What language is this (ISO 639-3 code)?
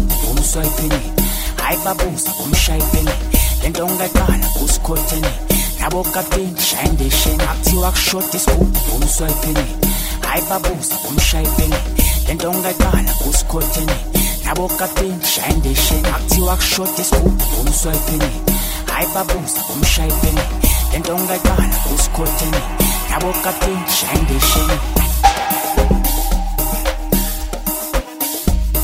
zul